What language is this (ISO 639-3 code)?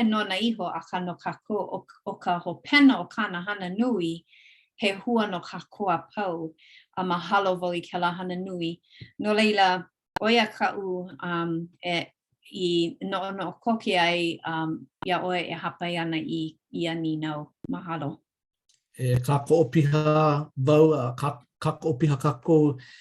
haw